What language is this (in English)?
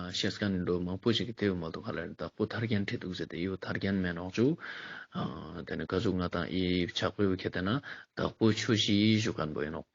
Ladakhi